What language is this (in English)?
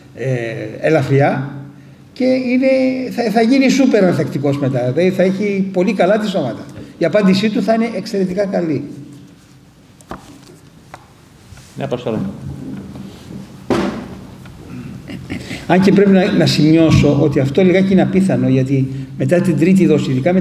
Greek